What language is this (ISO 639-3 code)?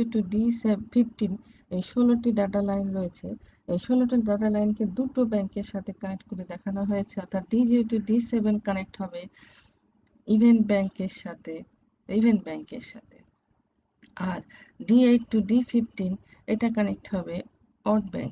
ben